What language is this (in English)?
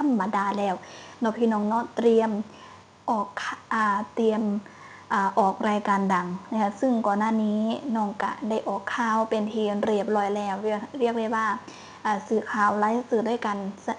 Northeastern Thai